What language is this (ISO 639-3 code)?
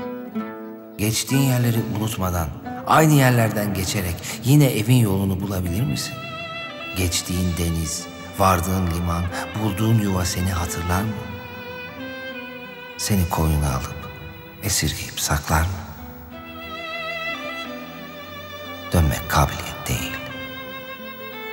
tur